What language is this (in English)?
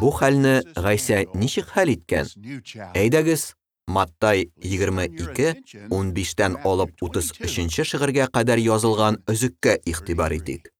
Tatar